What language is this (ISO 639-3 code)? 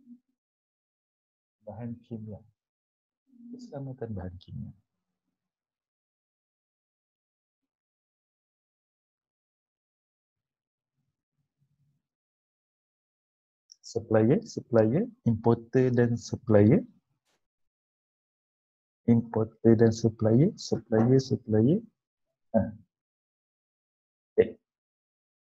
msa